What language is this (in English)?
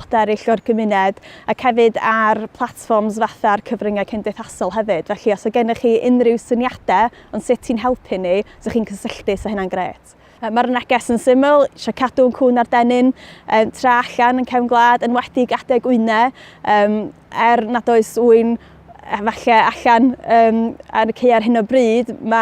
Welsh